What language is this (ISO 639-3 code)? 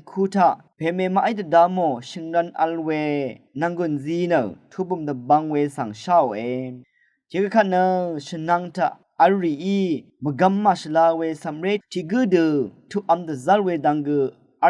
raw